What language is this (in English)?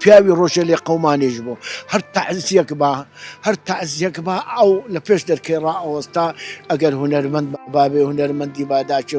Central Kurdish